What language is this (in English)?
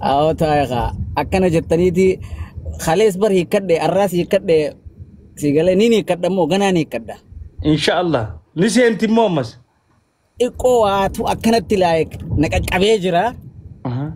Oromo